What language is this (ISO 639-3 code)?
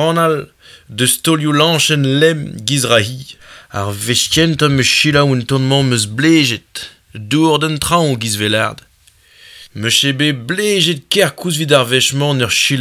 bre